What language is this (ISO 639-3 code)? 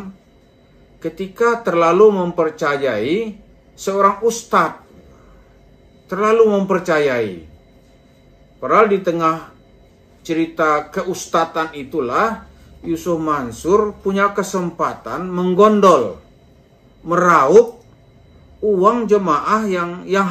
ind